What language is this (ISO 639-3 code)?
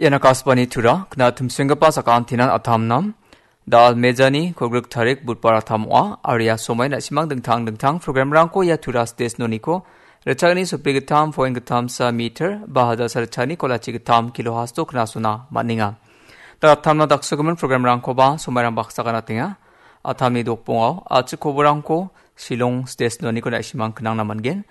grt